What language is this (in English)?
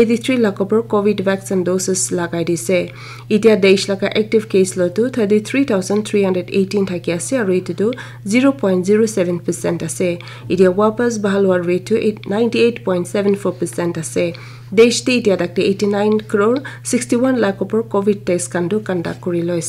Naga Pidgin